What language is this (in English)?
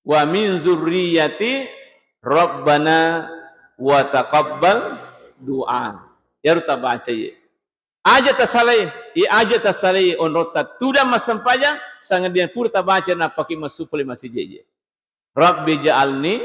Buginese